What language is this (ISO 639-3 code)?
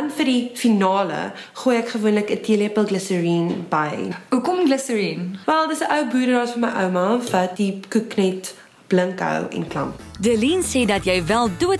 afr